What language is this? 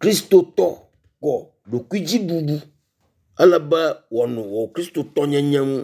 Ewe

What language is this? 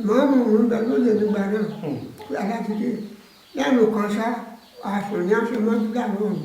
Yoruba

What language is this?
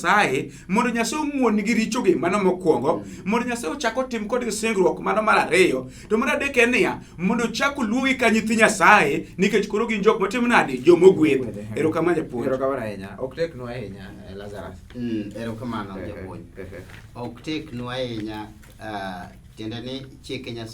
Luo (Kenya and Tanzania)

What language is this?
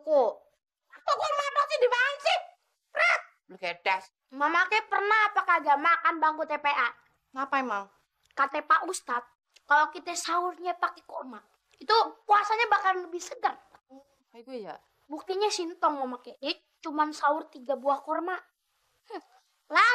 Betawi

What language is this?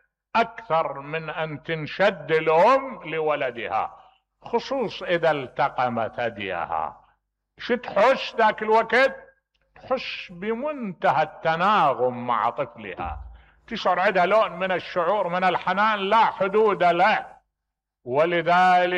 Mesopotamian Arabic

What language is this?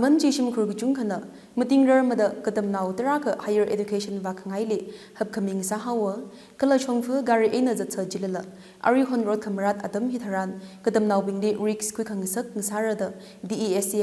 Tangkhul Naga (India)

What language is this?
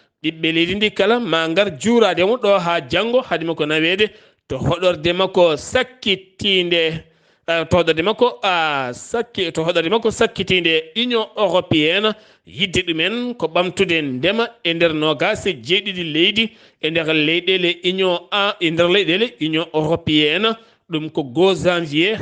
Fula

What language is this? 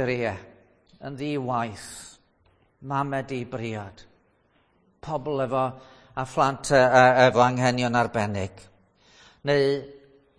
Welsh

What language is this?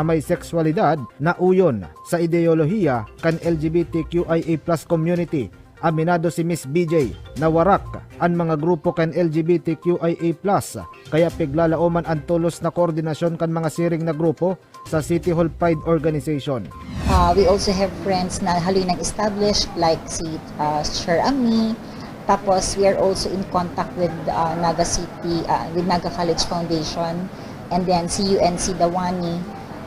Bikol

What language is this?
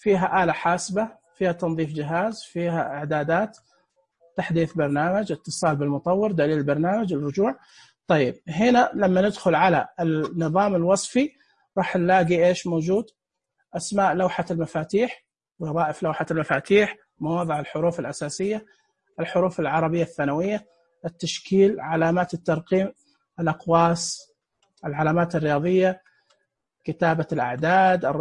Najdi Arabic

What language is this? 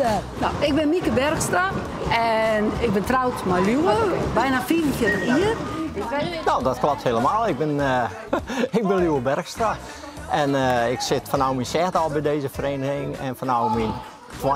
Western Frisian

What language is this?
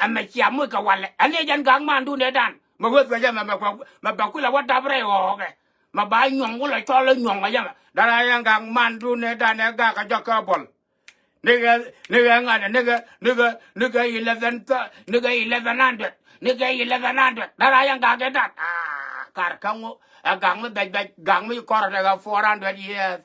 Nuer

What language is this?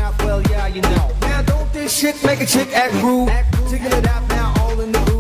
Kara-Kalpak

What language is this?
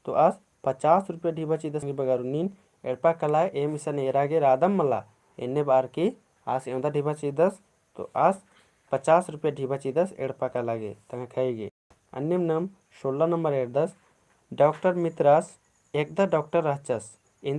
Kurukh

